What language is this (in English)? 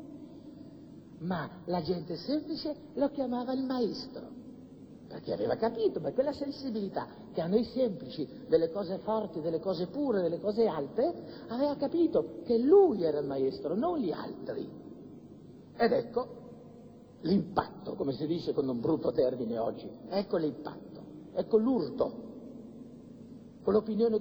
Italian